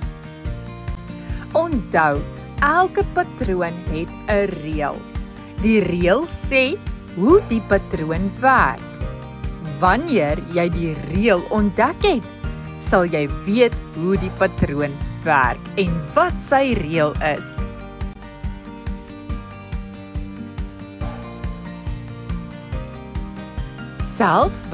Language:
Afrikaans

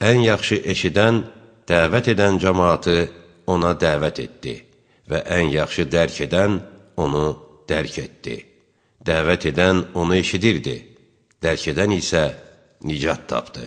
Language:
Azerbaijani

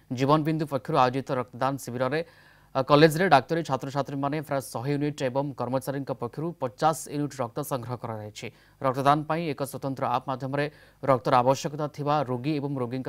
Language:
Odia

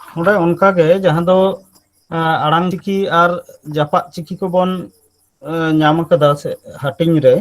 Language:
Santali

